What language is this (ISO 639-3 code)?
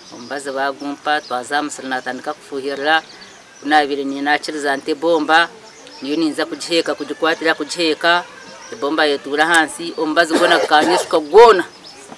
nyn